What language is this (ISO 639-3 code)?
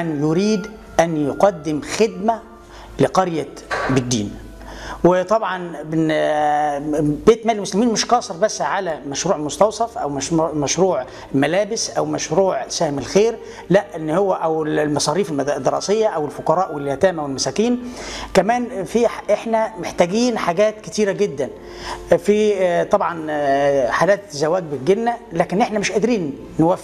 arz